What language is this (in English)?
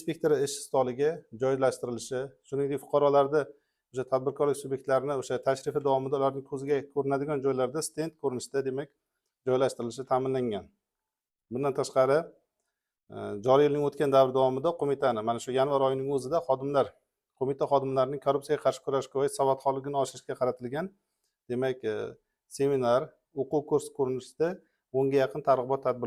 Uzbek